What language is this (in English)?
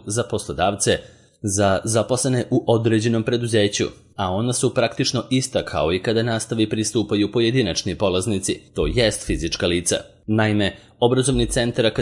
Serbian